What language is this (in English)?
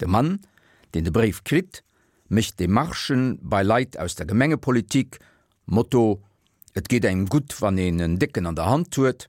Luxembourgish